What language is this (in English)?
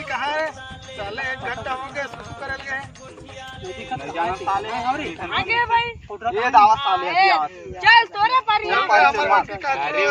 Chhattisgarhi